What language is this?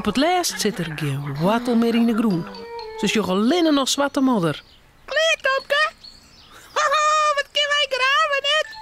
Western Frisian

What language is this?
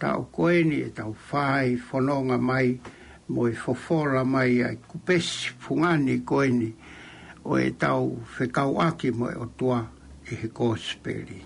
Tongan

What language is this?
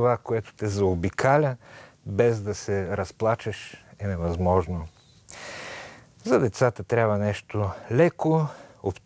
Bulgarian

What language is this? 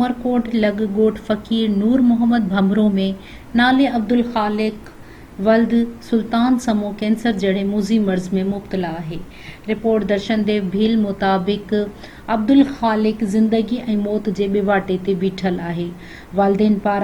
Sindhi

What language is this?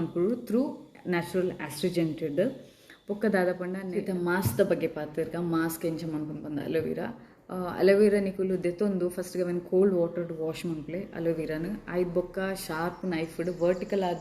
Tulu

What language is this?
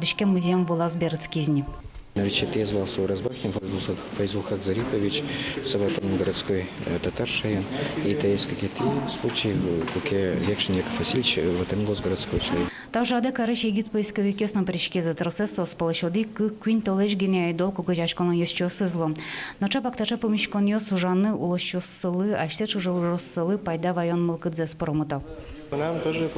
Udmurt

